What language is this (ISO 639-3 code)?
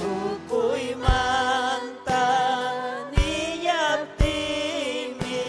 quy